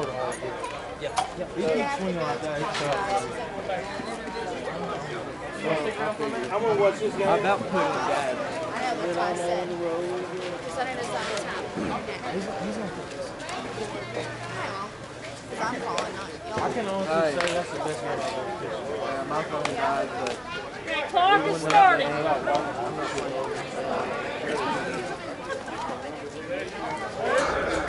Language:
English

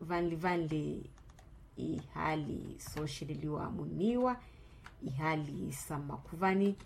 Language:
Makhuwa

